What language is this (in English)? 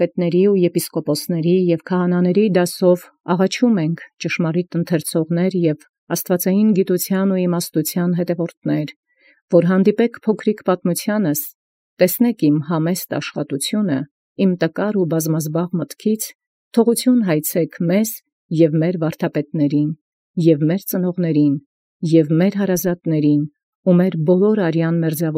Armenian